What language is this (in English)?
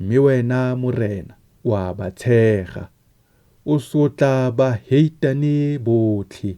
Tswana